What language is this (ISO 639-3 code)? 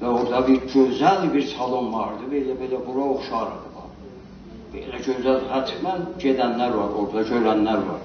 azb